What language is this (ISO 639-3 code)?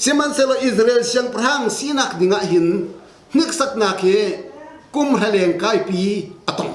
cnh